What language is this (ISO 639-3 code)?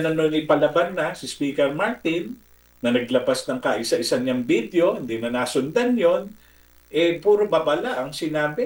fil